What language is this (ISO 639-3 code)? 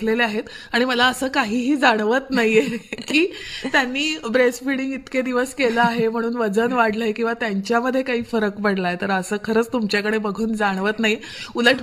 mar